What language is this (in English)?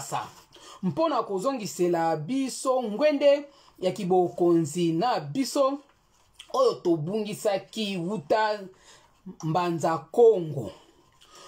Lingala